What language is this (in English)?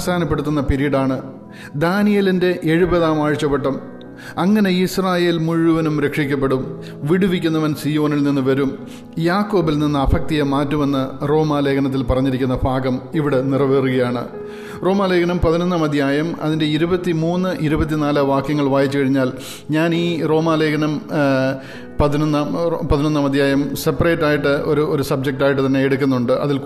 Malayalam